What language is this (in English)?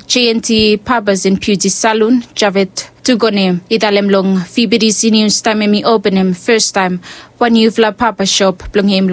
Bislama